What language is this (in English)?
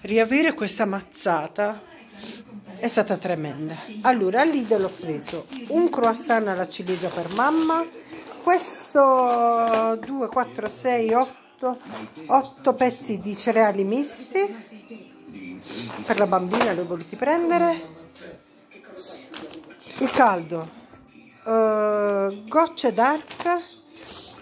Italian